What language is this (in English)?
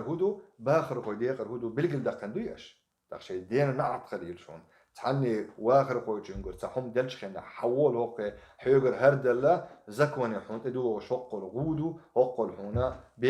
Chechen